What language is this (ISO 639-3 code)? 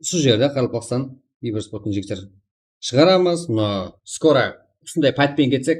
kaa